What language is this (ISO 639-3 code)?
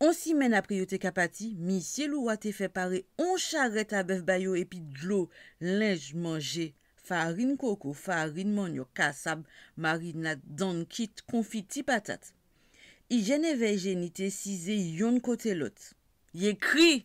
gcf